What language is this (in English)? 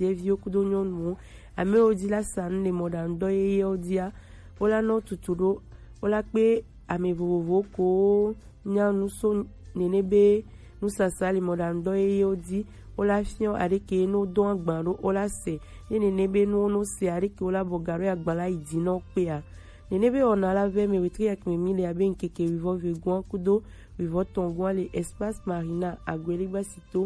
Gen